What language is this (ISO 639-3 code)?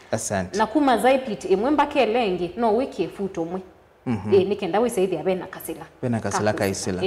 kam